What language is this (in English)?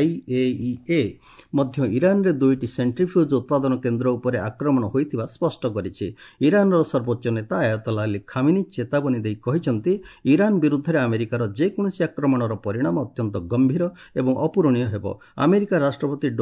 Odia